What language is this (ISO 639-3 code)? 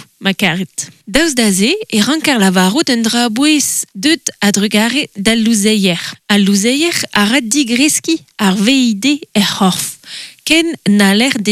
bre